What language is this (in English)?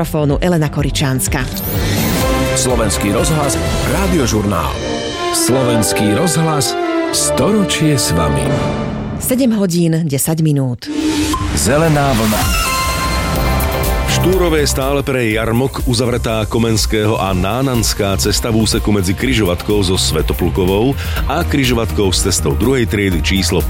Slovak